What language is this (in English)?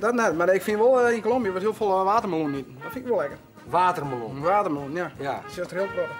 Western Frisian